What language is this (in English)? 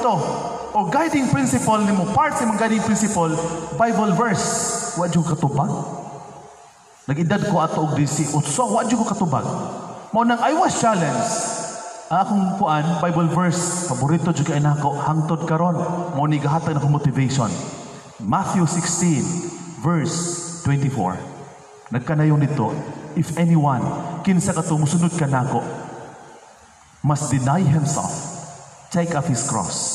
Cebuano